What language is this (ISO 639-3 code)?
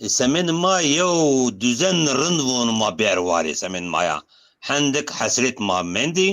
zza